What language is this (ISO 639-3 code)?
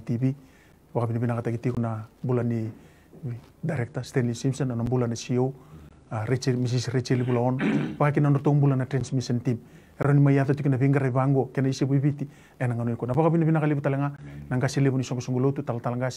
fij